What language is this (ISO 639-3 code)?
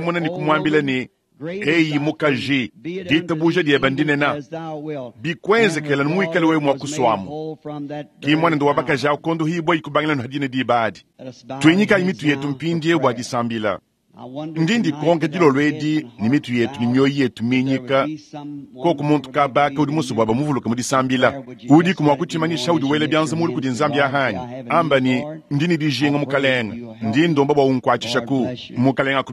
lua